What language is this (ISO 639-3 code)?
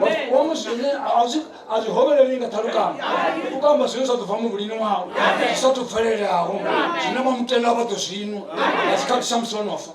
ven